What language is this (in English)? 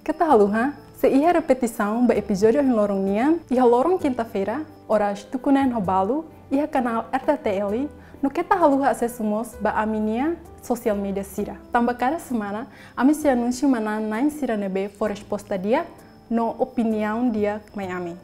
Tetum